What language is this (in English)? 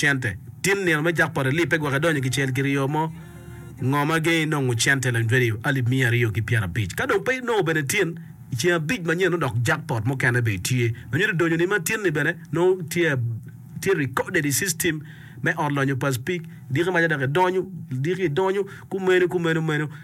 Acoli